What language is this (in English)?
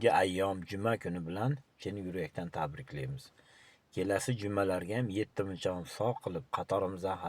Uzbek